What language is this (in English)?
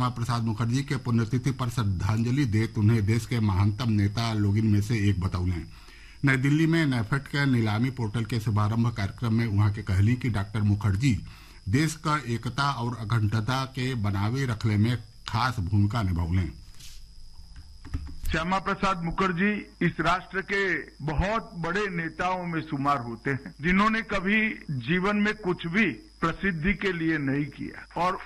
Bhojpuri